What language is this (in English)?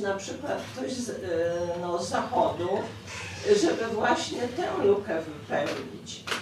Polish